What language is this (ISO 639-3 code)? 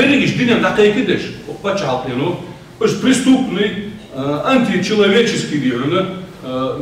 inh